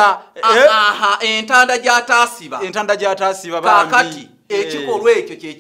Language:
Ganda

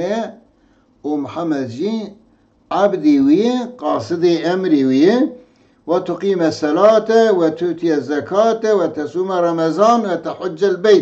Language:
Kurdish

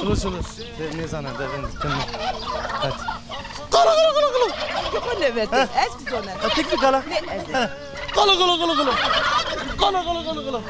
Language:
Zaza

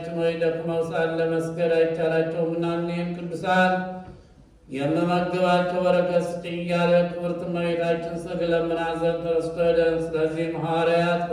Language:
Amharic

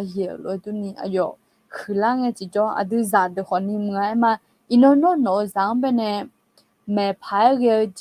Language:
Akha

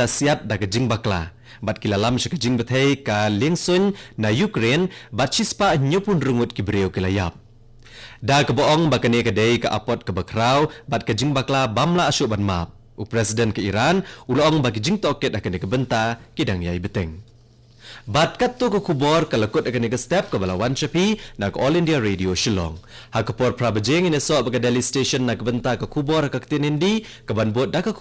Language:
Khasi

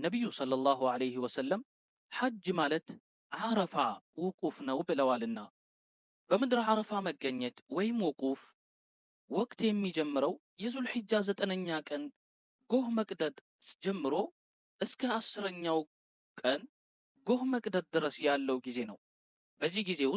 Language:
Amharic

